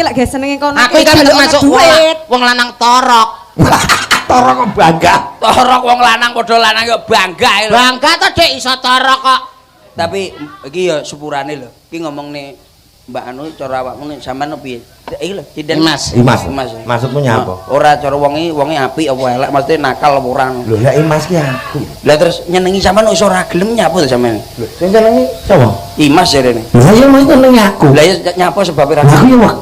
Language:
Javanese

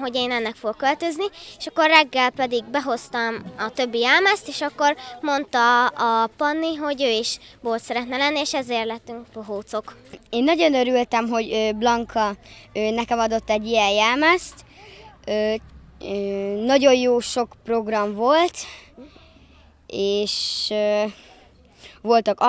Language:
Hungarian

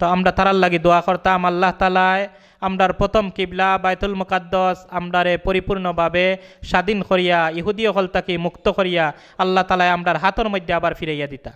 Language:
Sylheti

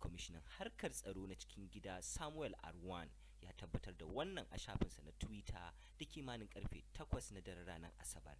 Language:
Hausa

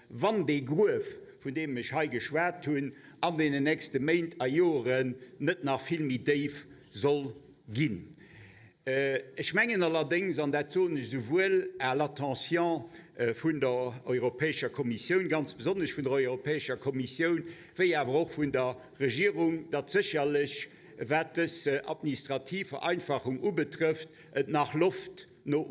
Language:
Luxembourgish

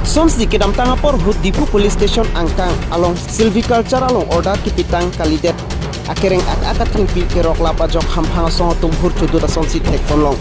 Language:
Karbi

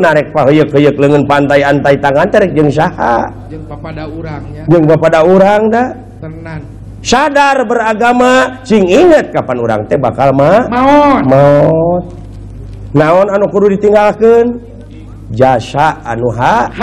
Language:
Sundanese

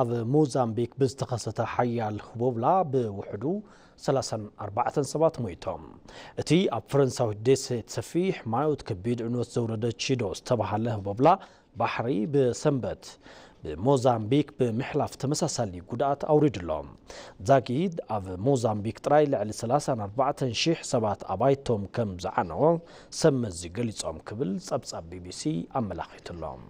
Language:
Tigrinya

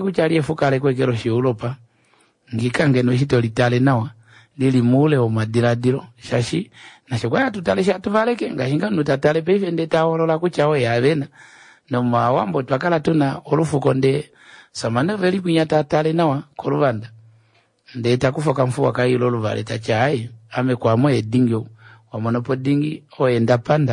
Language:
Kuanyama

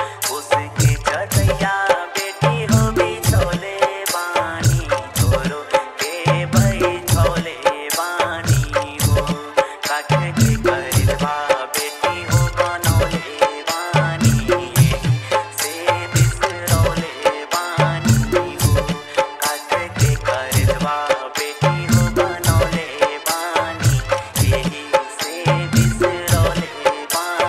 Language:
Bhojpuri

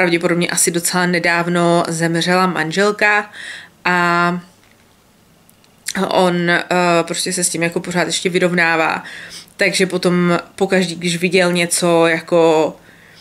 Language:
Czech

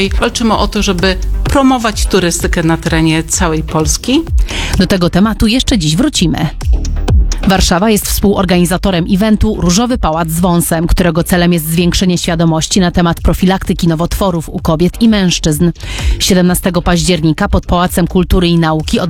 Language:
Polish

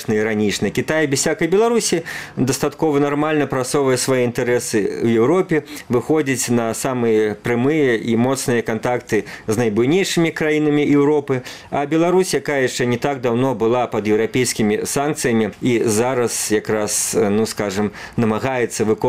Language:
Belarusian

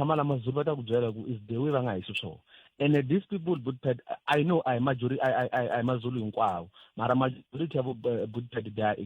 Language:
Tsonga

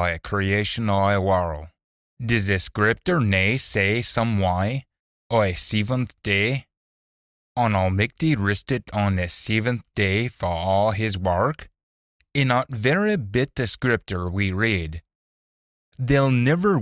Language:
Scots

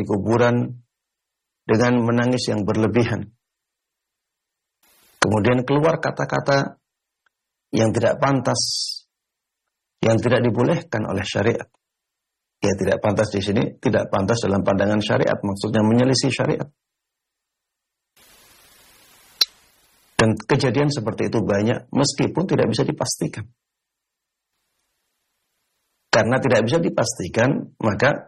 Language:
Indonesian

